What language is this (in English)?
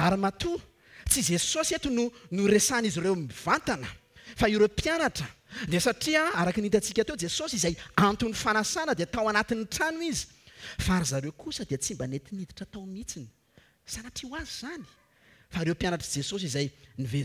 Malagasy